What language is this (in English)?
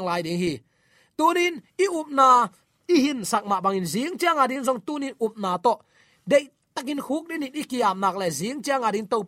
Tedim Chin